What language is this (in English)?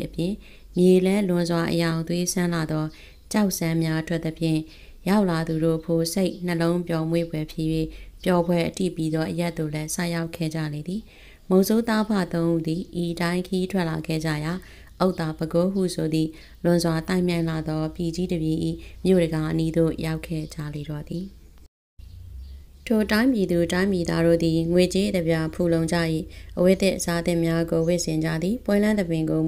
Burmese